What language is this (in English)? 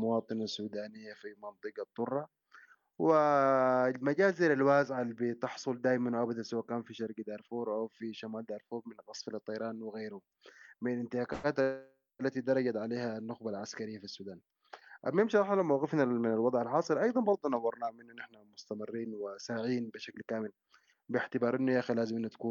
Sudanese Arabic